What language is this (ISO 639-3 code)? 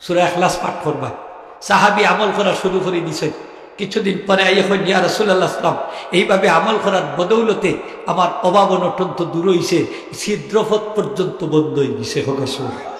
syl